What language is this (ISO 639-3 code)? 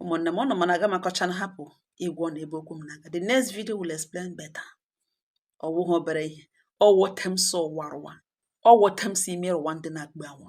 ibo